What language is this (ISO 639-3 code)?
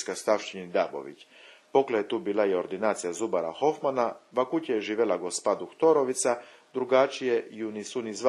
ckm